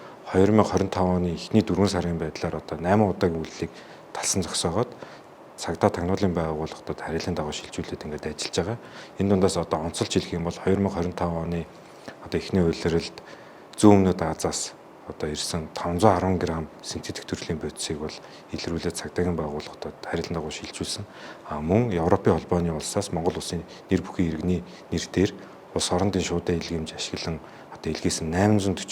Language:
Mongolian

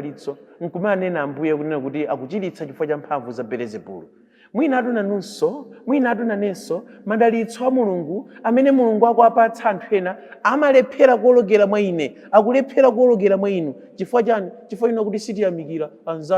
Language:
Nyanja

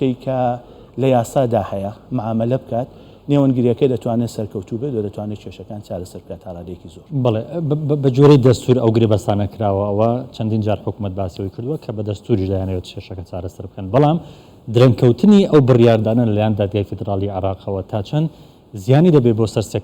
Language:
Central Kurdish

